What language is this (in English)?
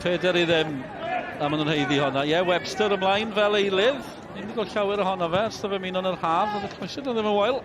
Welsh